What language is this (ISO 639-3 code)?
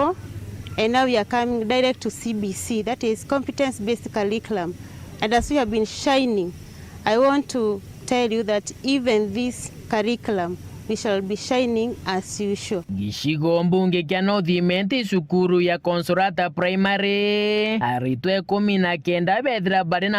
mer